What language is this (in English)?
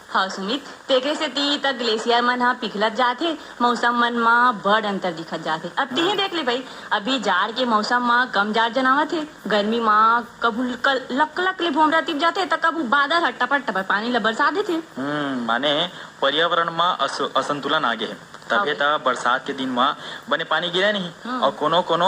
Chhattisgarhi